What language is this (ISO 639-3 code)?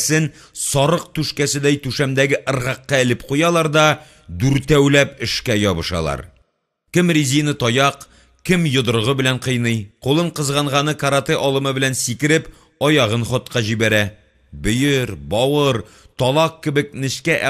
tat